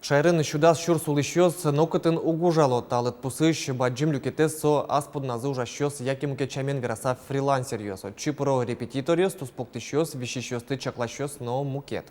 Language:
Udmurt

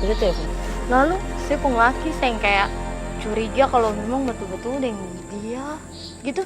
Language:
Ambonese Malay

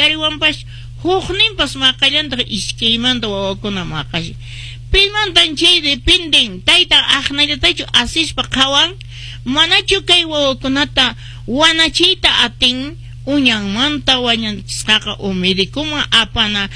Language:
Quechua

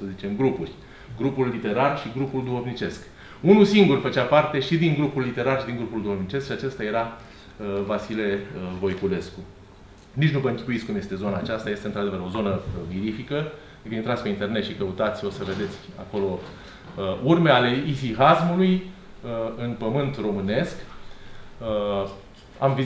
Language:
Romanian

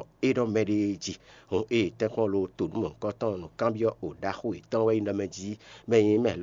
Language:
Fon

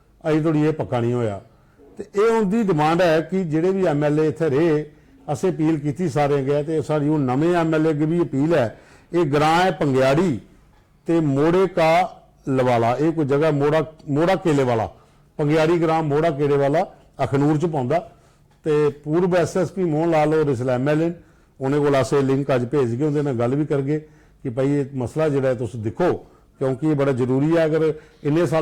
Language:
Dogri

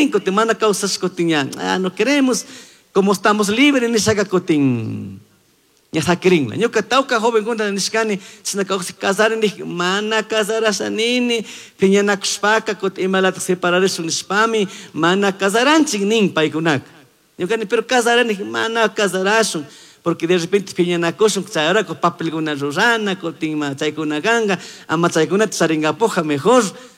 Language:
Chimborazo Highland Quichua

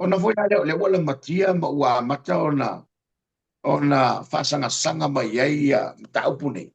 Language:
Samoan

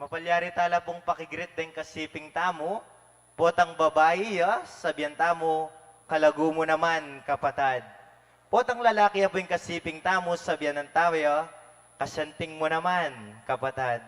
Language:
Pampanga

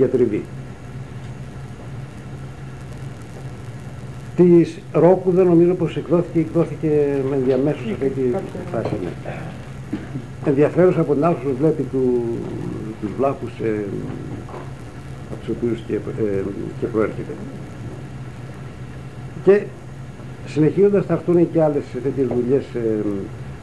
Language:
Greek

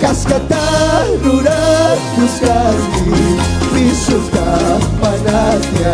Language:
Chimborazo Highland Quichua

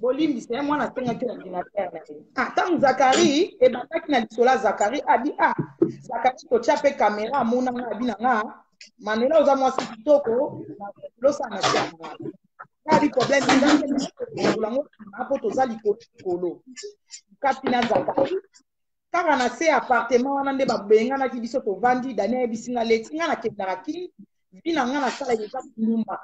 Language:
Lingala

